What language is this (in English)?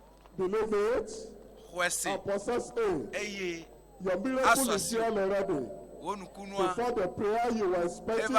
Ewe